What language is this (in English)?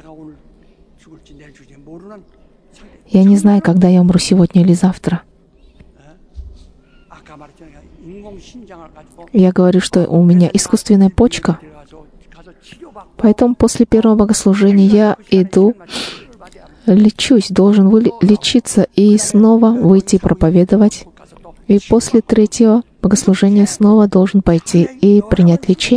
Russian